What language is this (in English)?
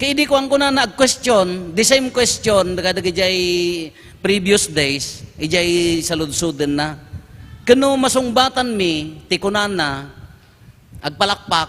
Iloko